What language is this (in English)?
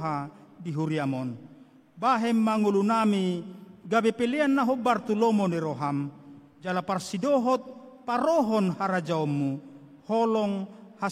Batak Toba